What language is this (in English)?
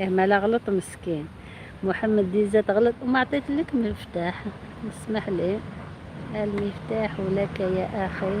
Algerian Arabic